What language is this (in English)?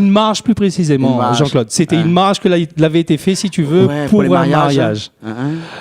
Réunion Creole French